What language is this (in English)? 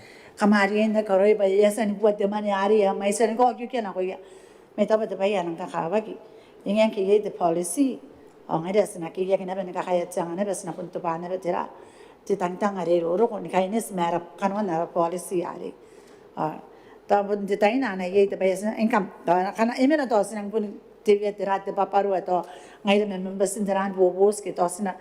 Gilbertese